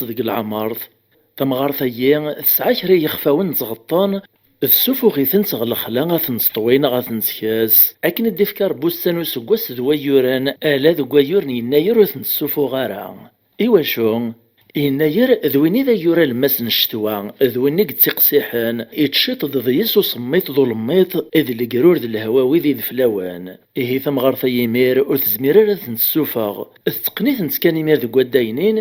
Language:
Kabyle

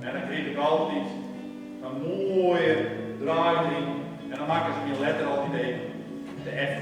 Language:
Western Frisian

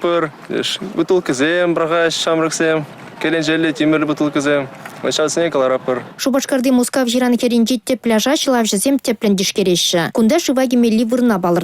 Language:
Chuvash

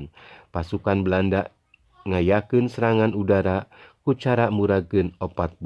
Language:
Sundanese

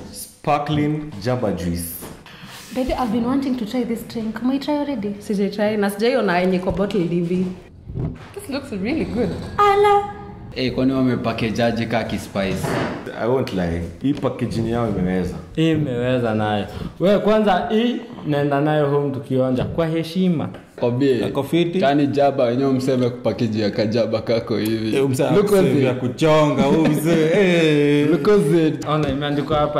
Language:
Swahili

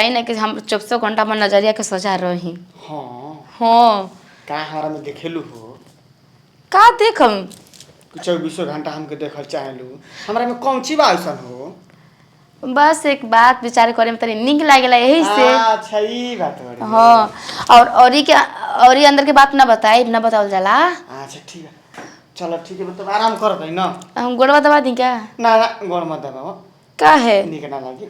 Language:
Bhojpuri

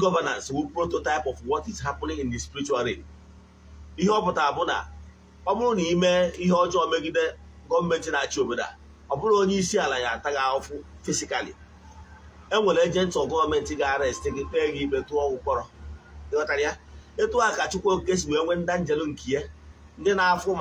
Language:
Igbo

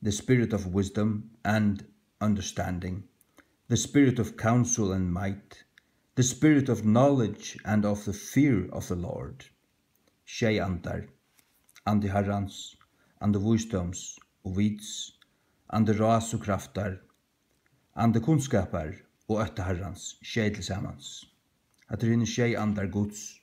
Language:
Faroese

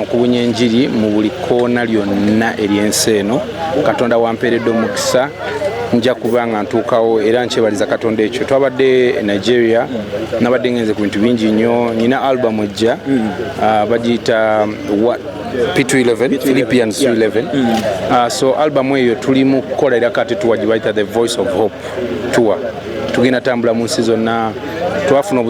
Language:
Ganda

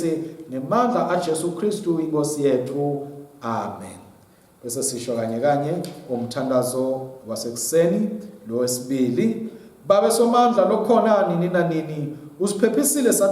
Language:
Swati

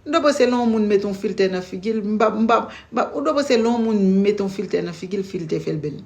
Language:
Haitian Creole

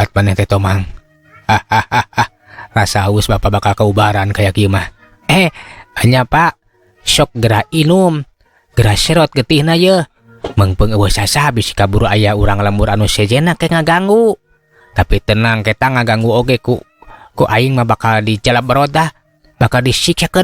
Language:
Sundanese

